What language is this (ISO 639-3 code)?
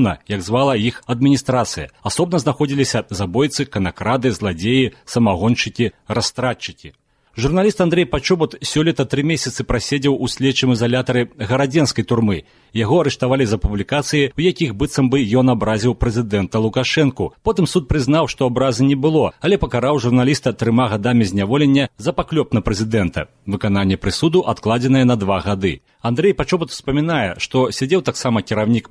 bel